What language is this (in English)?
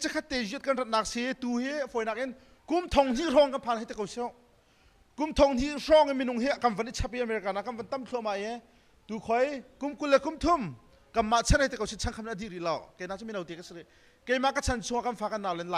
Hakha Chin